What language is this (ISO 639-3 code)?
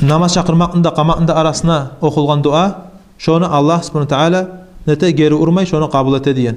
kum